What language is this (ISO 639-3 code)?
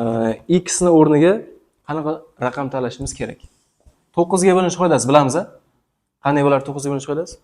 uzb